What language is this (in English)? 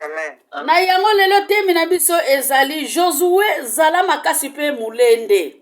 Lingala